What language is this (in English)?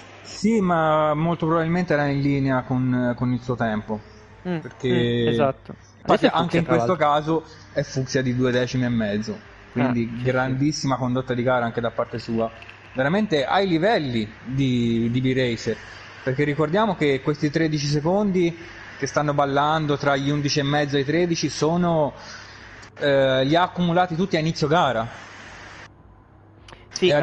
Italian